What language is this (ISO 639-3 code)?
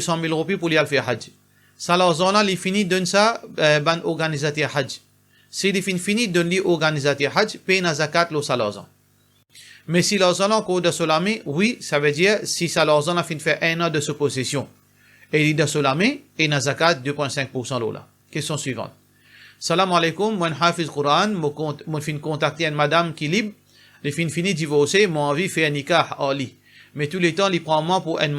mfe